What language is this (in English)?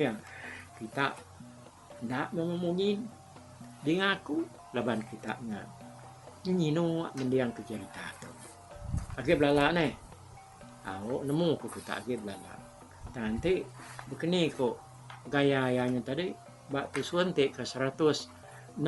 Iban